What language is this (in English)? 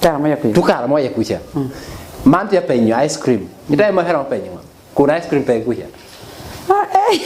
Lango (Uganda)